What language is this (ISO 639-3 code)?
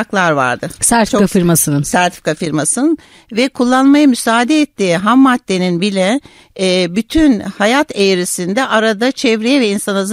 tur